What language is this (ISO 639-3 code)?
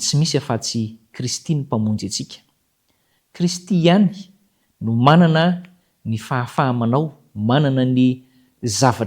mlg